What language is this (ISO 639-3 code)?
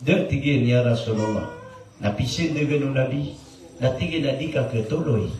mrw